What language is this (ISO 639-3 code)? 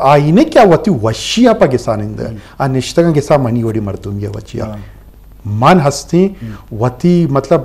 bgp